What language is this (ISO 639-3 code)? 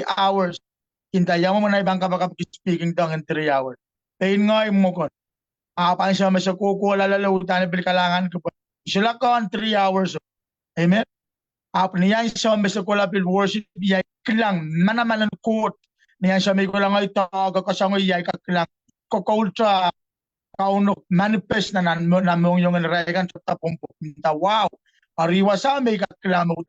pon